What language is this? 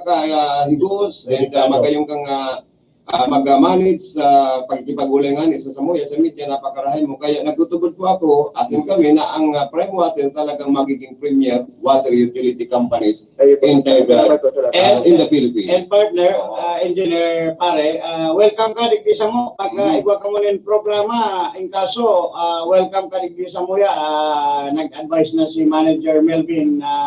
Bikol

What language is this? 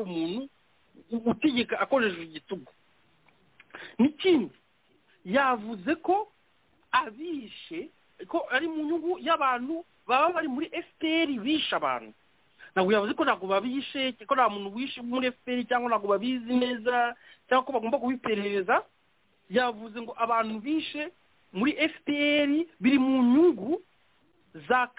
Kinyarwanda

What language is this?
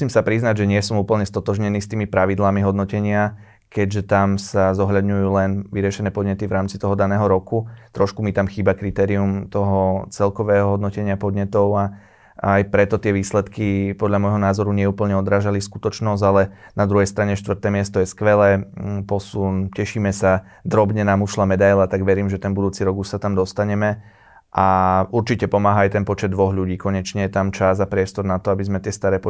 Slovak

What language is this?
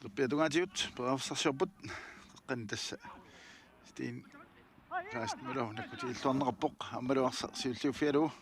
Kalaallisut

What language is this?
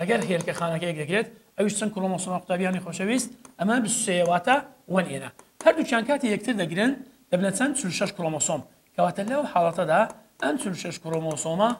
Central Kurdish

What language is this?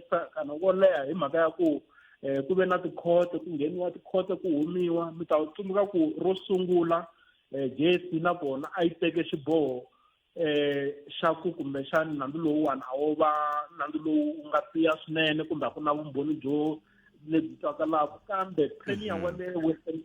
Tsonga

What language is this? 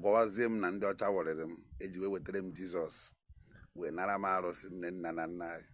Igbo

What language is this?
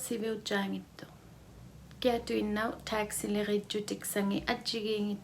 Inuktitut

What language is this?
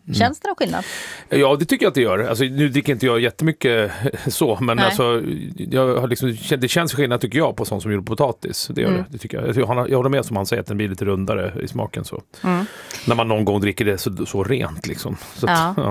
Swedish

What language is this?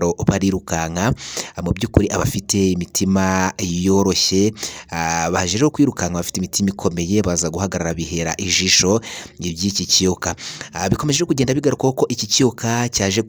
Kinyarwanda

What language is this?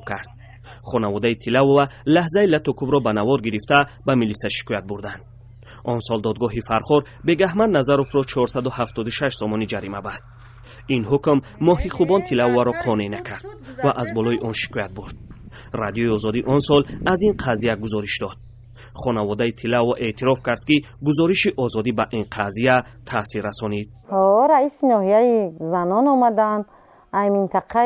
Tajik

